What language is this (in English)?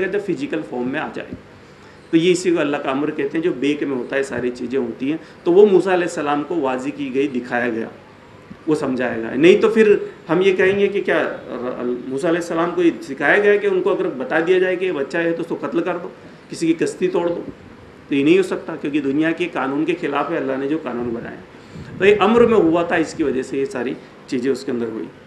Urdu